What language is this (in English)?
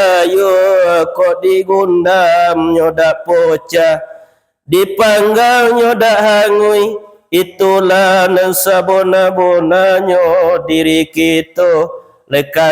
Minangkabau